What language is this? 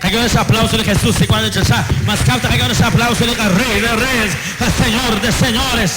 Kekchí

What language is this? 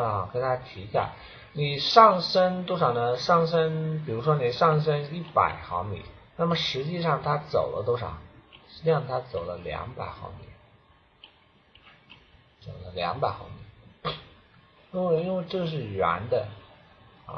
Chinese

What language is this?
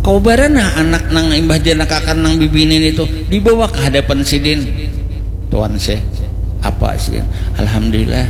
Banjar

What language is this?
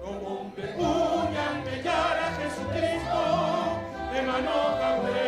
Guarani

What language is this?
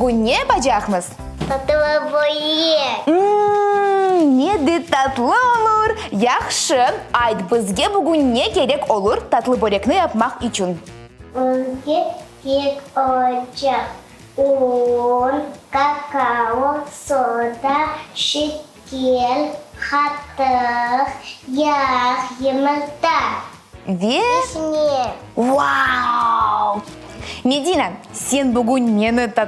Crimean Tatar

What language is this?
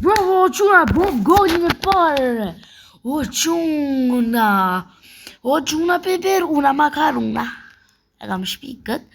Albanian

